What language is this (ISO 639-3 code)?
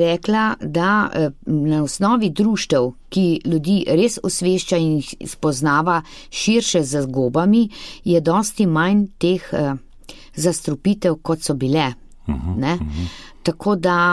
slv